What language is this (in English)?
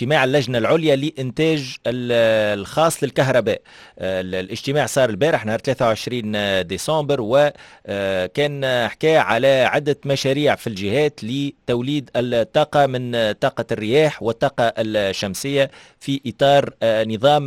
Tunisian Arabic